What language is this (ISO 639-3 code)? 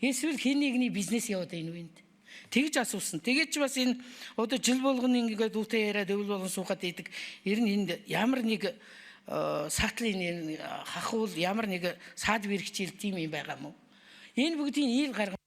mon